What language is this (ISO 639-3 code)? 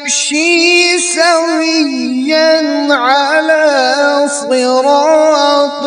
kas